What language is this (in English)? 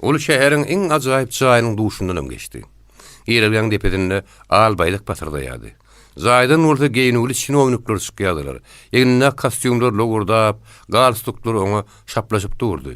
Turkmen